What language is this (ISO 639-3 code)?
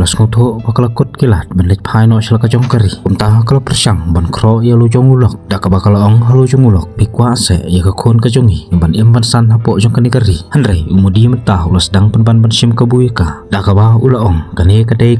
kha